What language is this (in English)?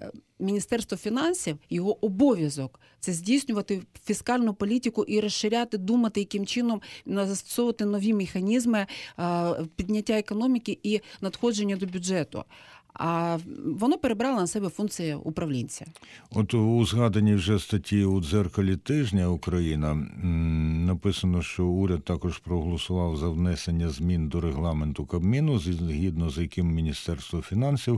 Ukrainian